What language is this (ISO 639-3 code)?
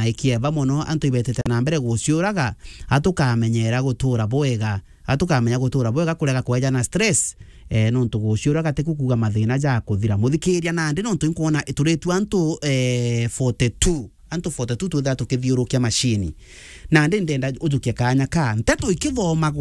mer